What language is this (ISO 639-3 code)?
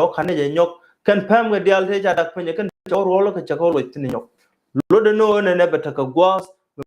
nus